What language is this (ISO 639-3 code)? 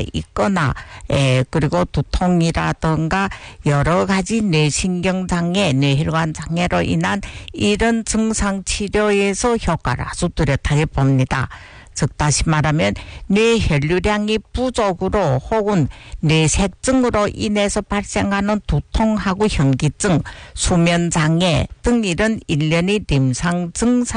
kor